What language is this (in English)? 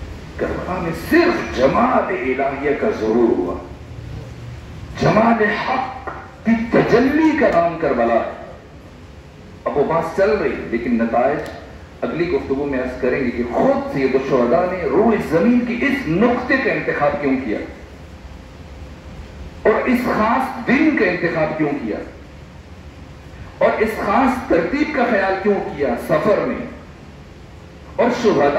Urdu